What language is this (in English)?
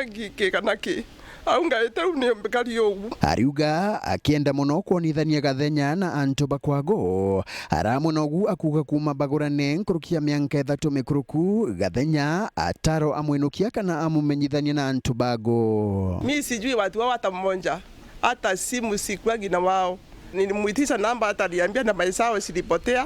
Meru